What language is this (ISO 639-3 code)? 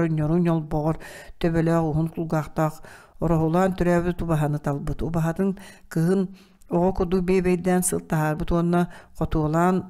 sah